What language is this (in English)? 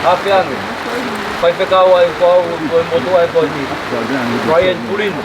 Tongan